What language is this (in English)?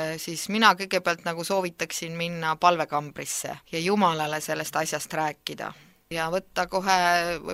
Estonian